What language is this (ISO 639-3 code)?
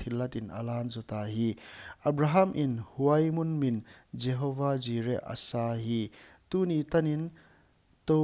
pck